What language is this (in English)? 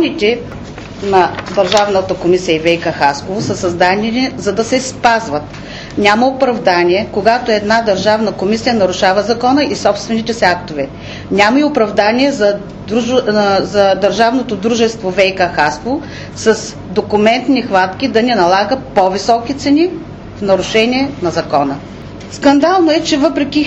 Bulgarian